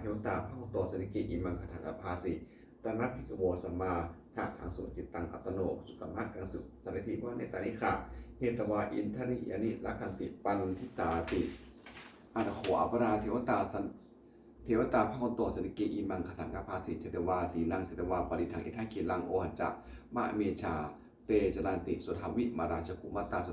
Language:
Pali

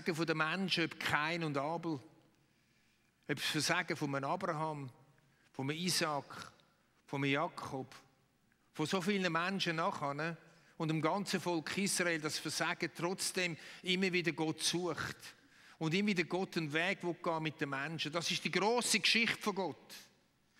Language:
Swiss German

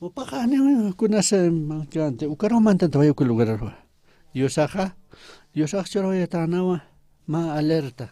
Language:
Aymara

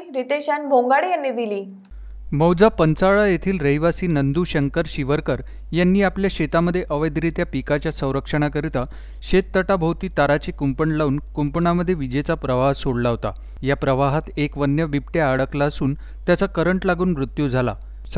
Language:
Marathi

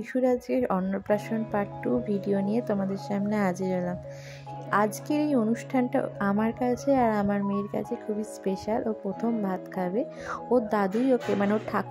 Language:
Bangla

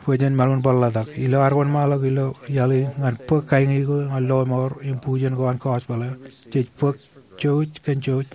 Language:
Marshallese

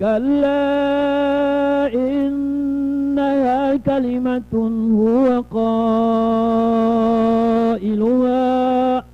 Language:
Maranao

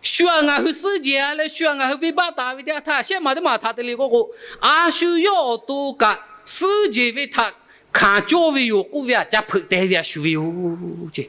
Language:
Lahu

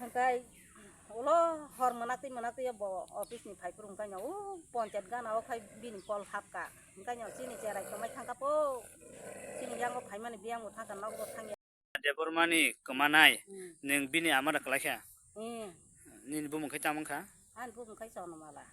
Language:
Kok Borok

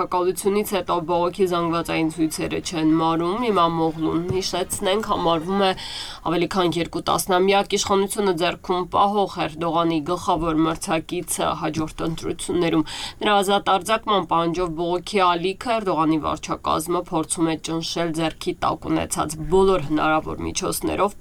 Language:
Armenian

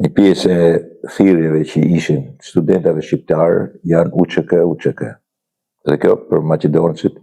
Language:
Albanian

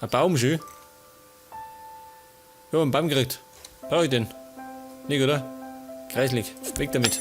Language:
Bavarian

